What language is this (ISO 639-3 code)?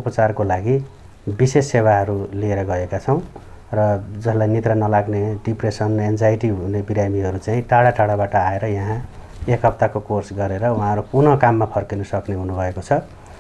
nep